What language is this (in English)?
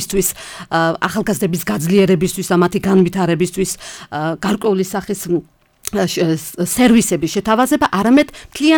Georgian